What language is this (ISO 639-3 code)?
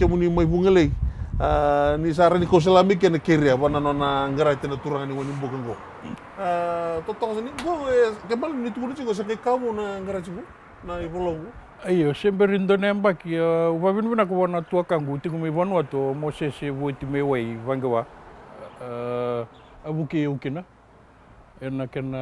fij